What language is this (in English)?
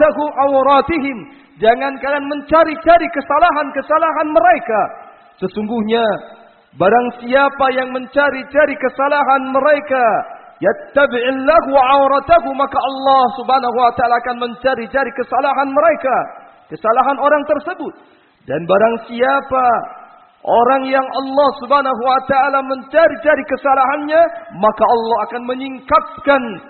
Indonesian